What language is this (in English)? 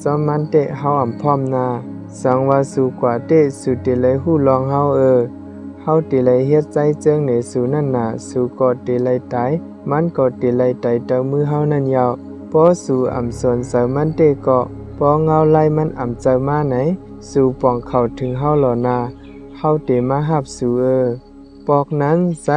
Shan